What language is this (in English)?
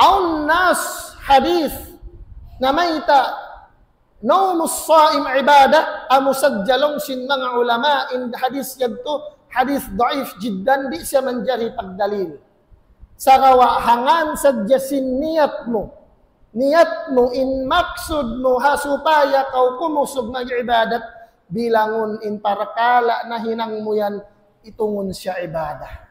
Tausug